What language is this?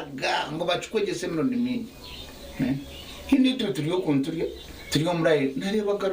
Nyankole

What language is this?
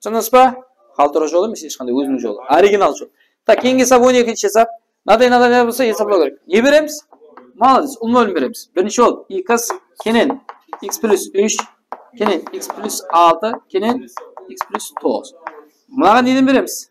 Kara-Kalpak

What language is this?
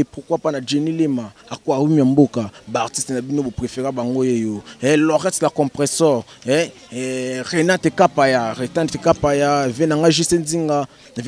Lingala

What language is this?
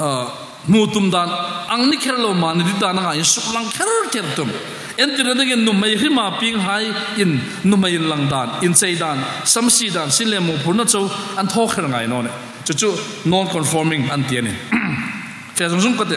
Hmar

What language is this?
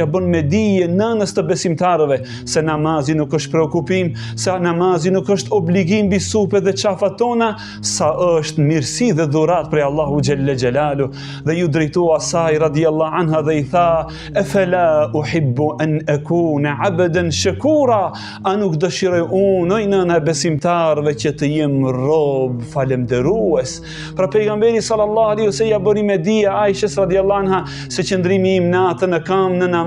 Albanian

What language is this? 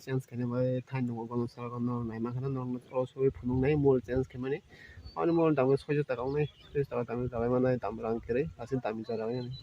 Kok Borok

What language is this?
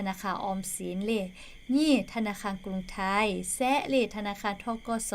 Lahu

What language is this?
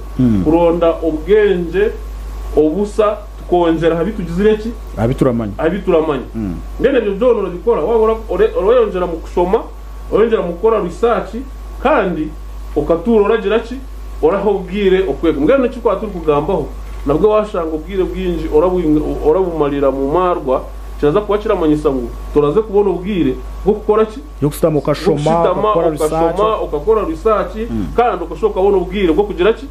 Nyankole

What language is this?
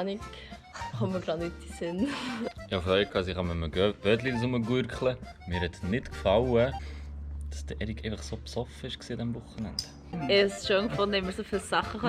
Swiss German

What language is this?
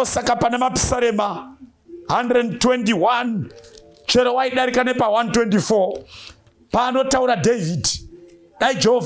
Shona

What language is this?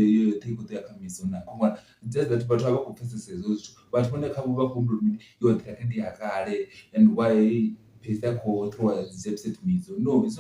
Venda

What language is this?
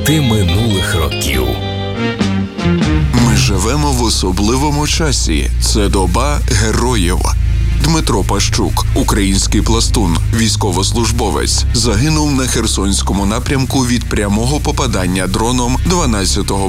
Ukrainian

